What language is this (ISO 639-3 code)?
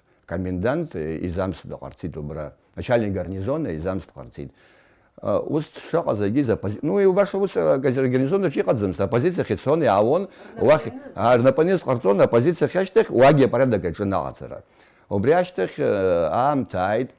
abk